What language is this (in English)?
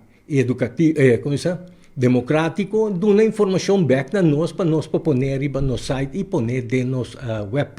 Papiamento